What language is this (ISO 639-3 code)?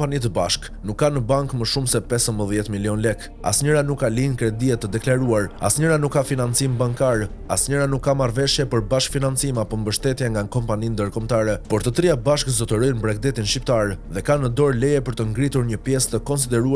sqi